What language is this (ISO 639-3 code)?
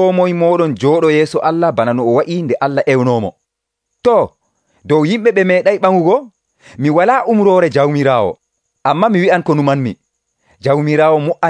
fuv